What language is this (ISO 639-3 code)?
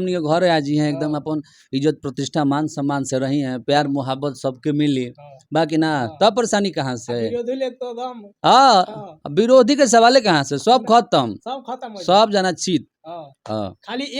bho